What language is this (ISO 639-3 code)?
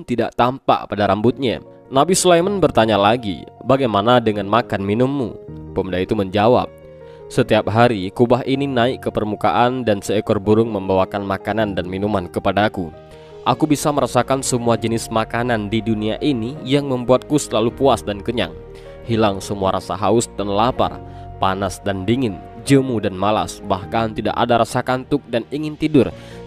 ind